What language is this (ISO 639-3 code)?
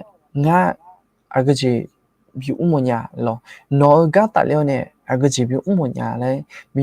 ahk